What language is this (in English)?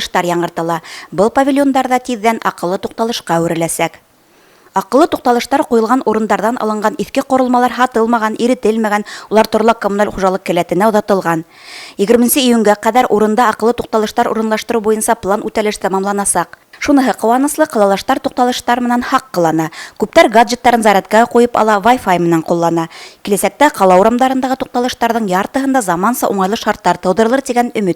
Bashkir